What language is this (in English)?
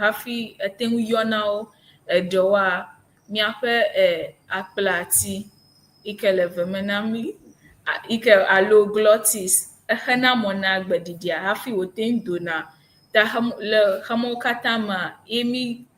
Ewe